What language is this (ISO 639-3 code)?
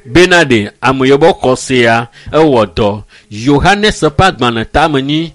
ewe